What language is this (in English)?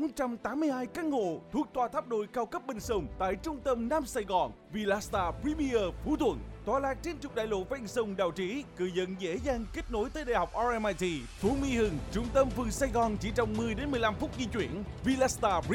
Vietnamese